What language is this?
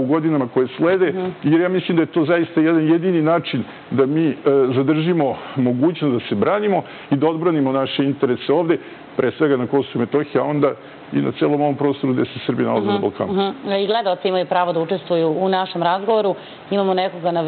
Serbian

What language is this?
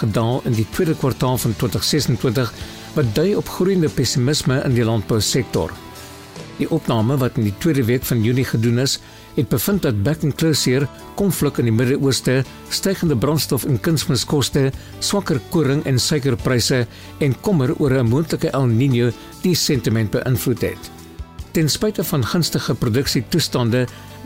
Afrikaans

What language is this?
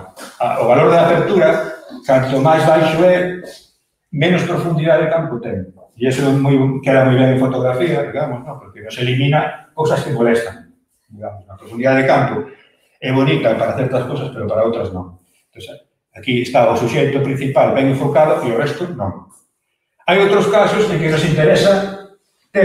Galician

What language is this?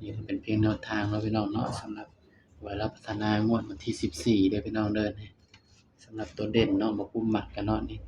Northeastern Thai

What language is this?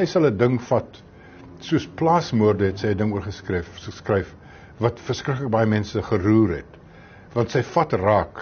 Afrikaans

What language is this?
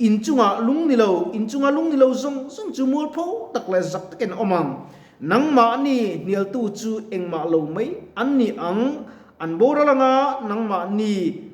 Mizo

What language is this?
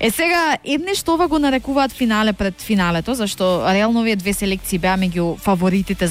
Macedonian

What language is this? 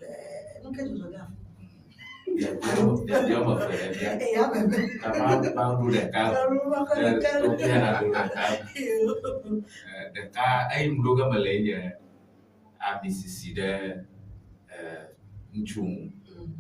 Ewe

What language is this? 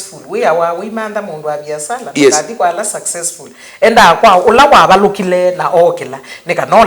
Kamba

